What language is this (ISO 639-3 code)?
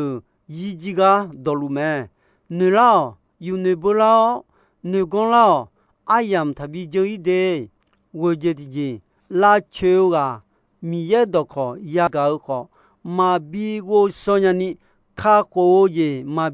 ahk